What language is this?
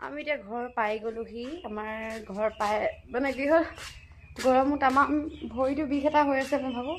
Assamese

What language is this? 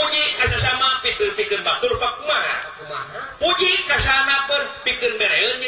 Sundanese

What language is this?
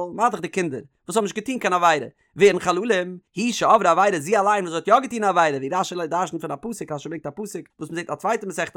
Yiddish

